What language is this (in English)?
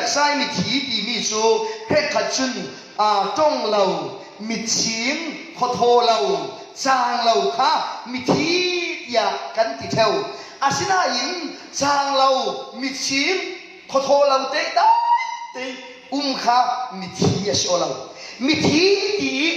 Falam Chin